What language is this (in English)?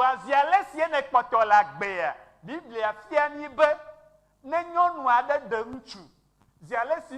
Ewe